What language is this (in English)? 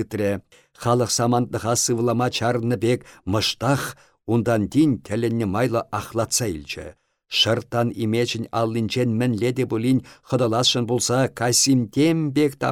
Chuvash